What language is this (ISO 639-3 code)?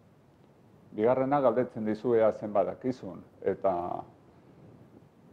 eus